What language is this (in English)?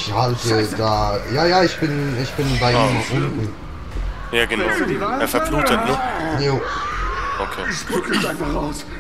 Swiss German